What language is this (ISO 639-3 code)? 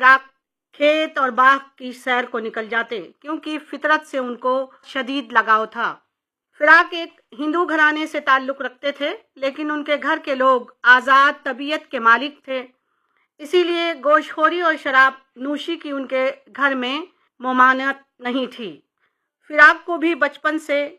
urd